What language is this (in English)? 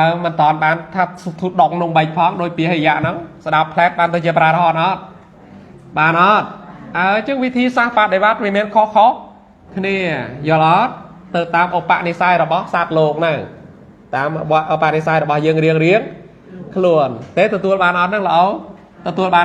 Khmer